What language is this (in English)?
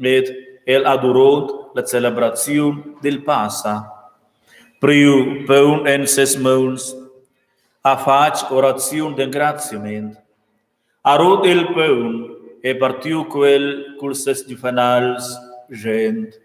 Romansh